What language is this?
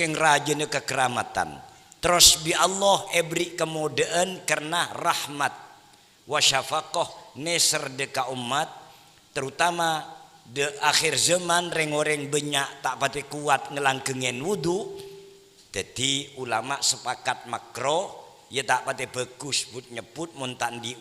Madurese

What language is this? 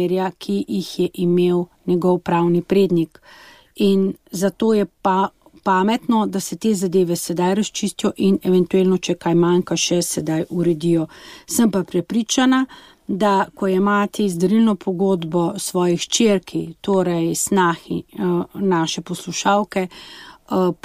Slovenian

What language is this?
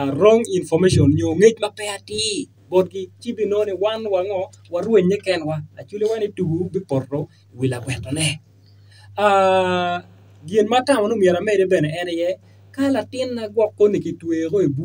Acoli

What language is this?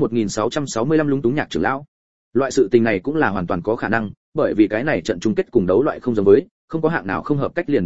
Vietnamese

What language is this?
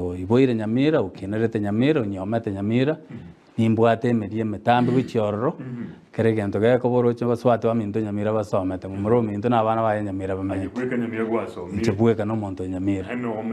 Gusii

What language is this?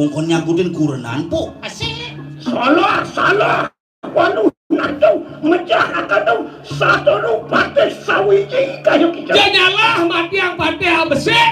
Balinese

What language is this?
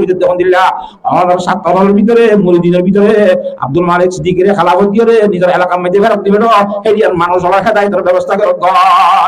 Rohingya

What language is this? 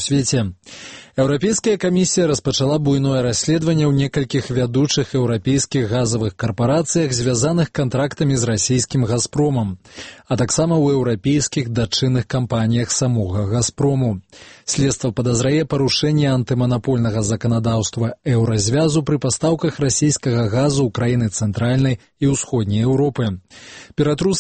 Belarusian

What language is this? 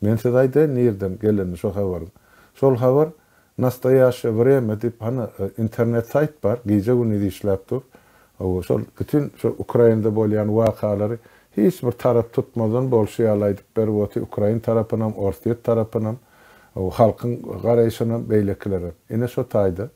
Turkmen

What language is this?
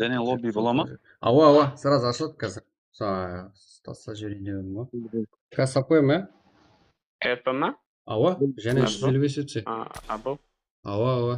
Kara-Kalpak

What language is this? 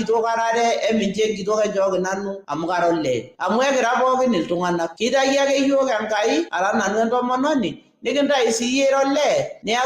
Masai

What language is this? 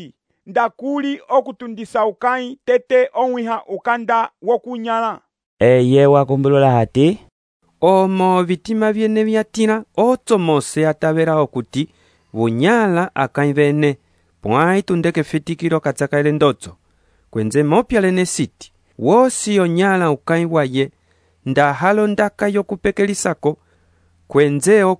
Umbundu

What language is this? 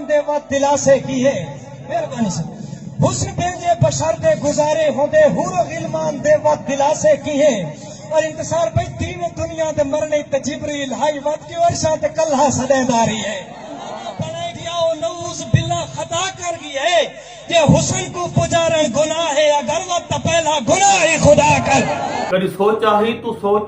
Saraiki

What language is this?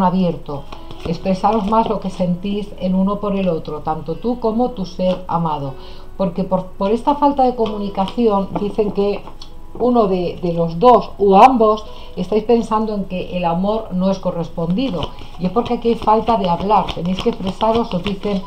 Spanish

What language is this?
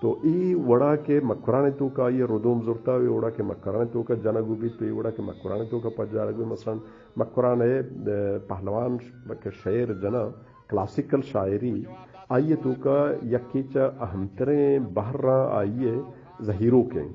Eastern Balochi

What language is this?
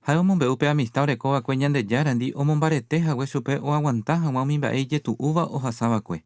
Guarani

